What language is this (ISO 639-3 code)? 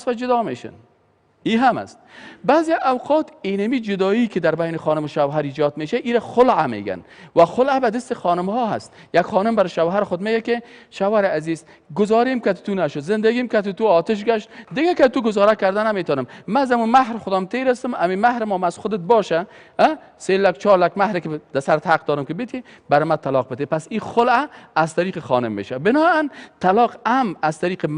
fas